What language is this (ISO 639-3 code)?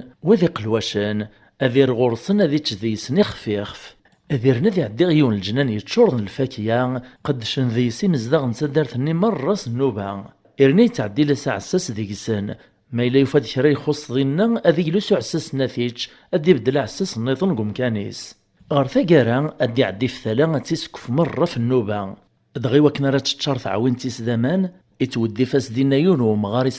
kab